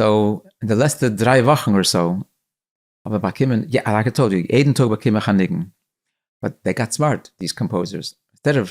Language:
Yiddish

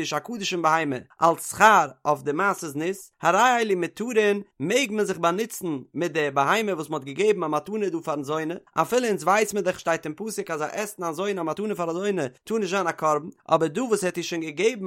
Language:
Yiddish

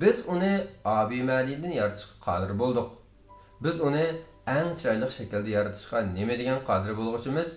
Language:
Uyghur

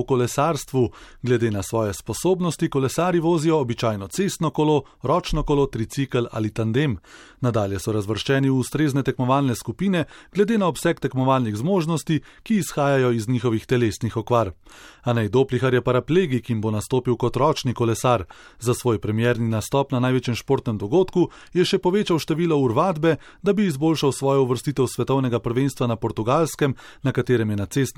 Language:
Slovenian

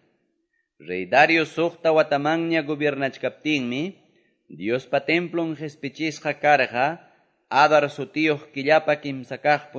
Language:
Quechua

